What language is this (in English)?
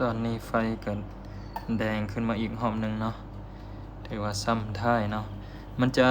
Lao